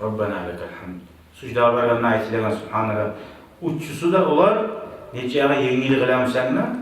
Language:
Kumyk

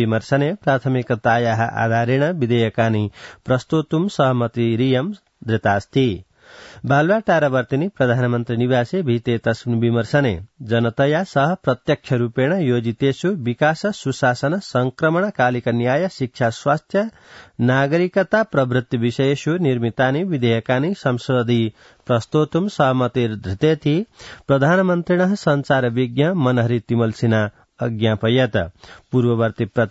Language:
Sanskrit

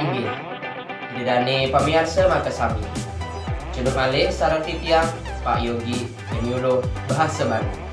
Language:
Balinese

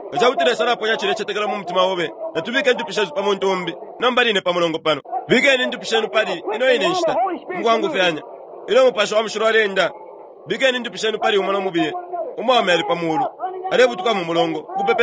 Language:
Bemba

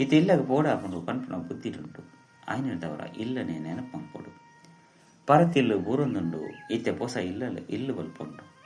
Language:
Tulu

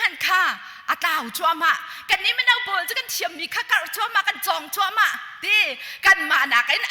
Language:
Hakha Chin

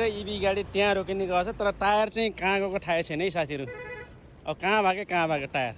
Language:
Nepali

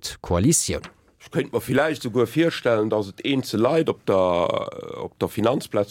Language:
Luxembourgish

